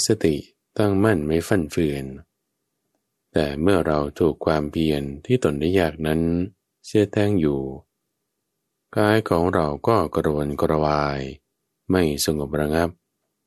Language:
Thai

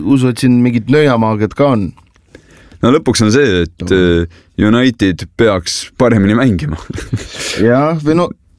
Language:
Estonian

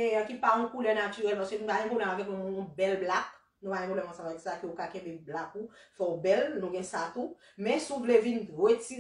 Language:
Haitian Creole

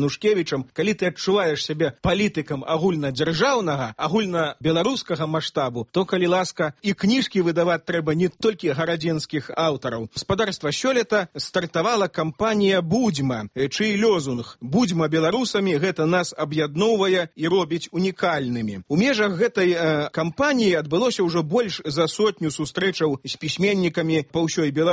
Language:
Belarusian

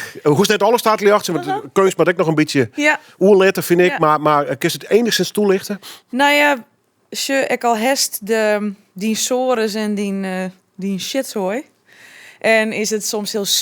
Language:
Western Frisian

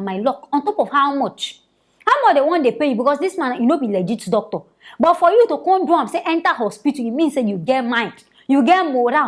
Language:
Nigerian Pidgin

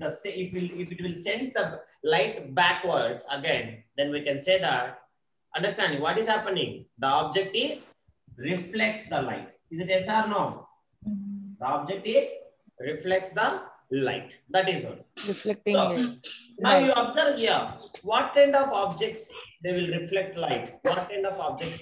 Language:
English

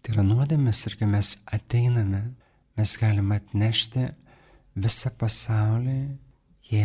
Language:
Lithuanian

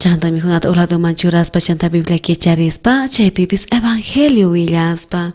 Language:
South Bolivian Quechua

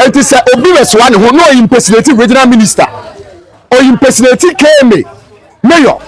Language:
Akan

